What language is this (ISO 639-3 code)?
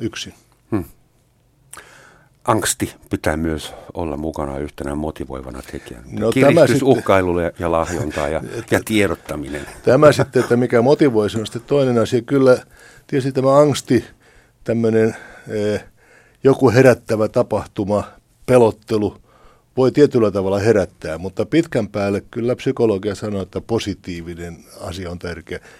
fin